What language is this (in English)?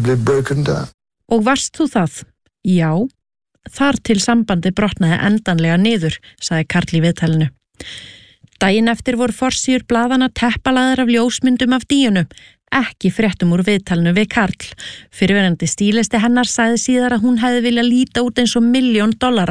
Icelandic